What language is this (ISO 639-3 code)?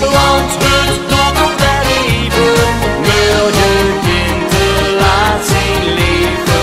lim